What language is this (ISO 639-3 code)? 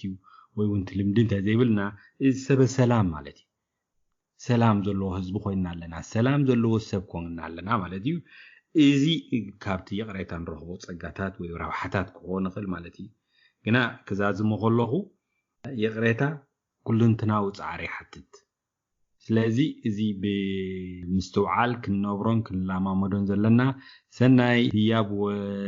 tir